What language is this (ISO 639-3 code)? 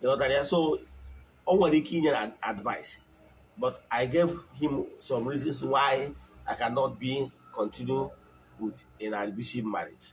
ibo